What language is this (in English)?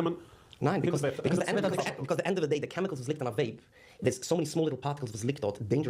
Yiddish